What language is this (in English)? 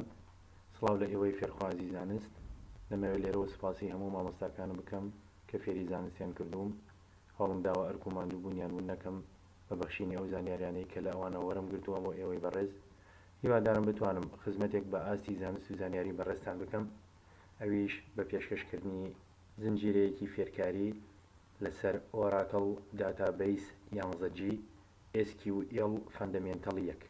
Central Kurdish